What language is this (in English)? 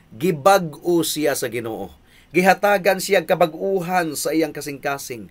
Cebuano